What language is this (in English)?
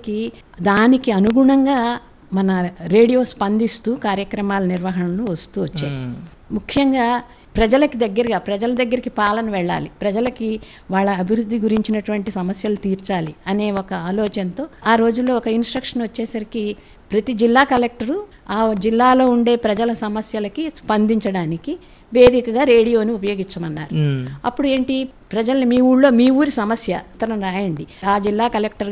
Telugu